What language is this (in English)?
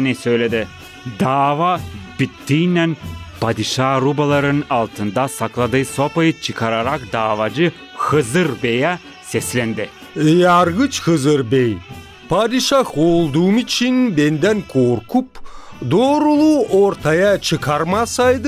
Gagauz